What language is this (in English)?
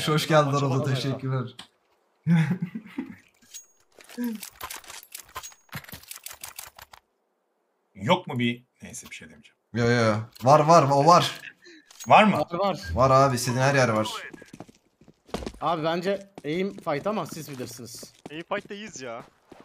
Turkish